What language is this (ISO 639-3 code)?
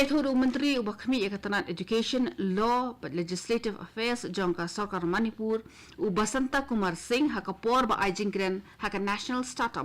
kha